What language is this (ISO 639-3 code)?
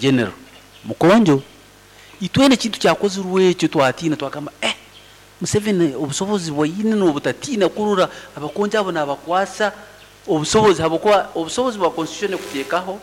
nyn